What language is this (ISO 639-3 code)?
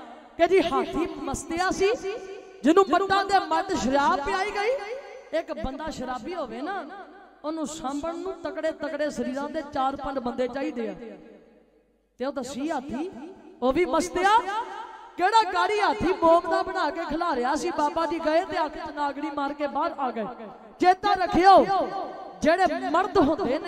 pan